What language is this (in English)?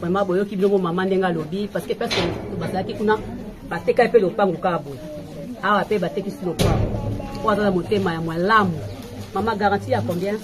Lingala